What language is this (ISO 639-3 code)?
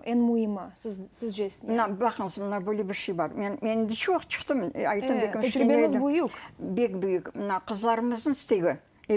crh